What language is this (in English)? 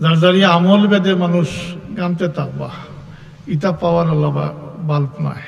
Sylheti